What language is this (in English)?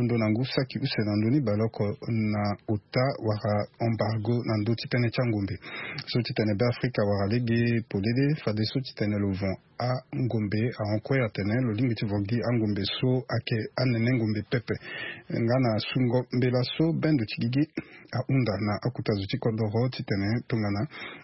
Sango